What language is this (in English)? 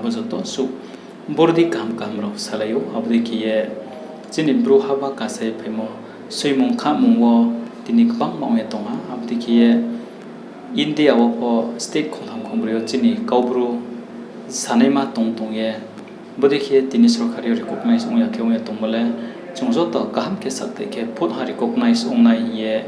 Riang (India)